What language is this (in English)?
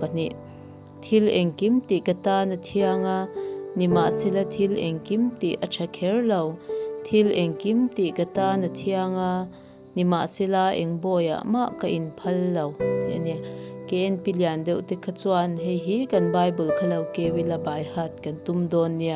Mizo